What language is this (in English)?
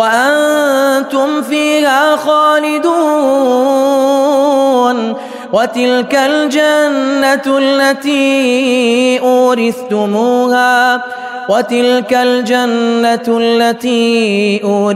Arabic